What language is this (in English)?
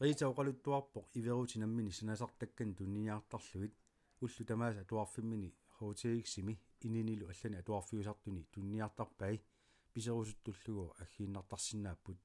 Kalaallisut